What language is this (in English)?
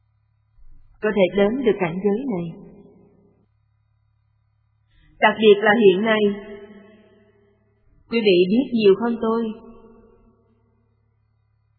Vietnamese